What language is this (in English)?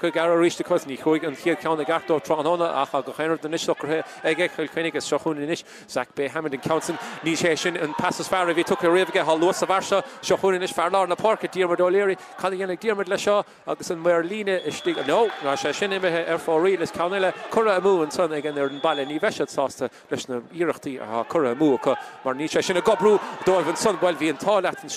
Irish